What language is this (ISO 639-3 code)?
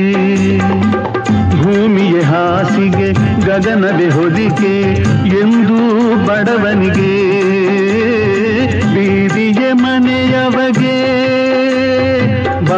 kan